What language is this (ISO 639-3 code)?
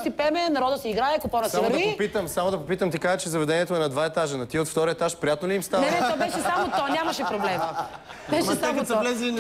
bul